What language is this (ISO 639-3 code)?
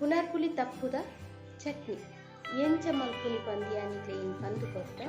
tcy